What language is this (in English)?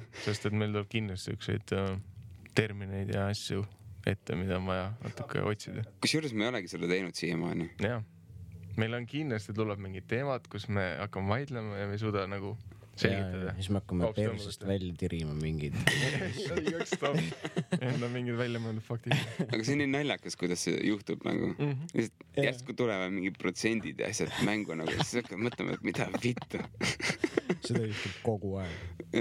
Estonian